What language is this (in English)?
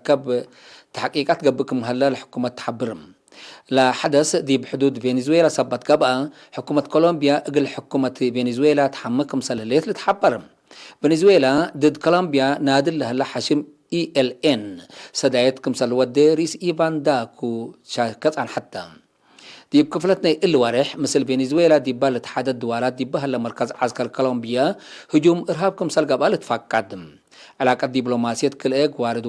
Tigre